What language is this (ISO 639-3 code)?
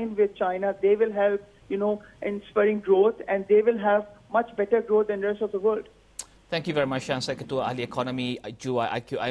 msa